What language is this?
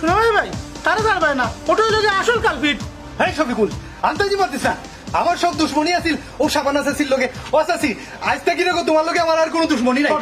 Sylheti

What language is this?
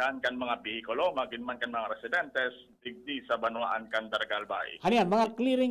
Bikol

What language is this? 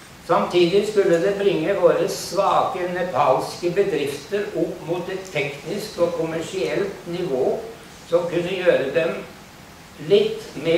Norwegian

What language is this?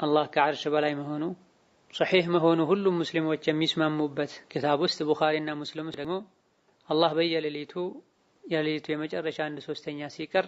Amharic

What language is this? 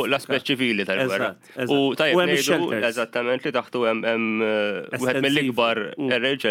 Maltese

